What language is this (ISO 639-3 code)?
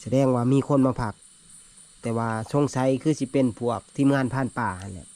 tts